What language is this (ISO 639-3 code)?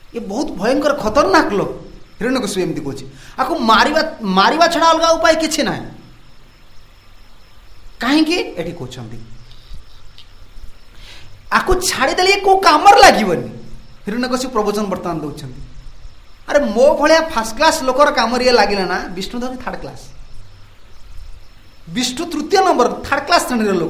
ori